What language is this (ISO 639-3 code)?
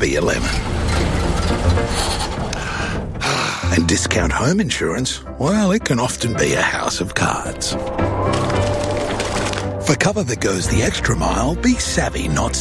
eng